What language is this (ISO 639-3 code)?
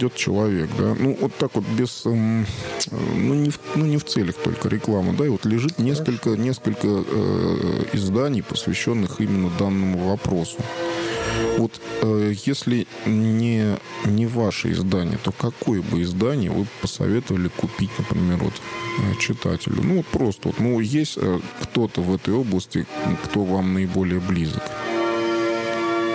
rus